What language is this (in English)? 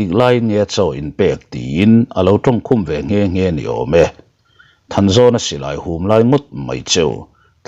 Mizo